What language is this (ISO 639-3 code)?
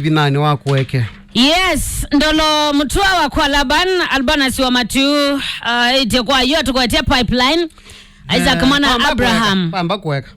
kam